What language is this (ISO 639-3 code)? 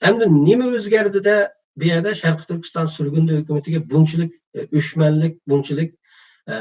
uig